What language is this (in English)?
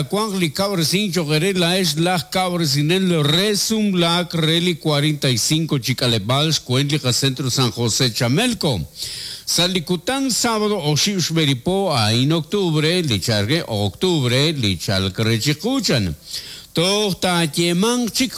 Kekchí